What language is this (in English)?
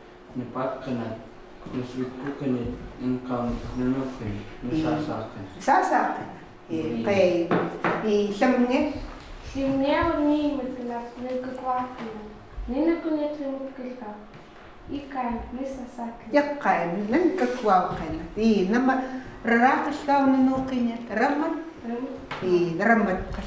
Chukot